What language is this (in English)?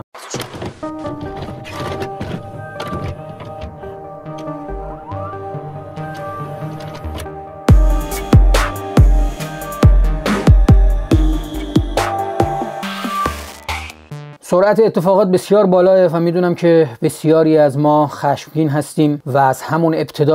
Persian